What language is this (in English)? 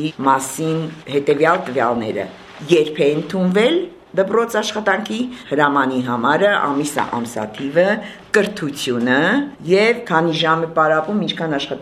Armenian